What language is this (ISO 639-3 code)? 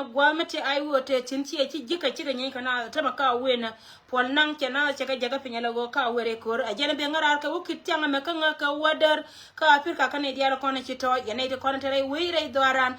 nus